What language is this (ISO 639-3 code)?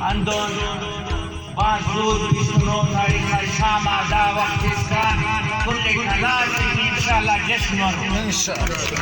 brh